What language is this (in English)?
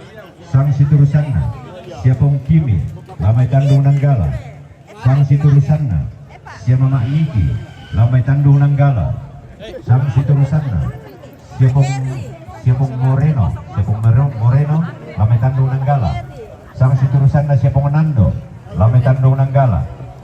Toraja-Sa'dan